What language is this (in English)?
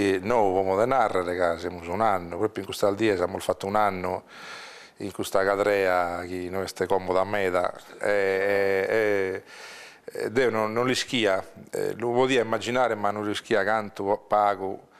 Sardinian